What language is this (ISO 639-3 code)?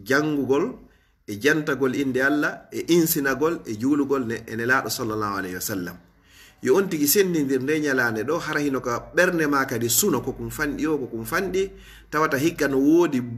ful